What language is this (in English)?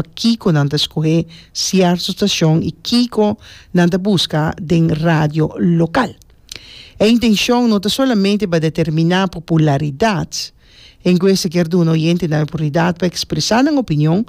Papiamento